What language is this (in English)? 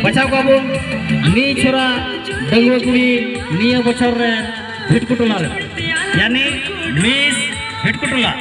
Santali